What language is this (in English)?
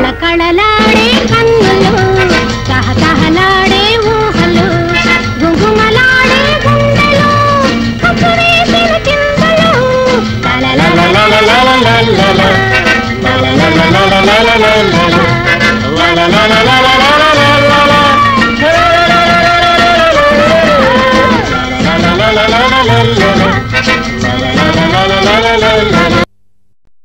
Telugu